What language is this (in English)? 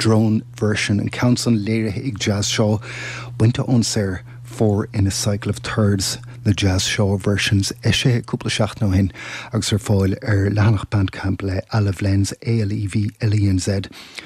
Irish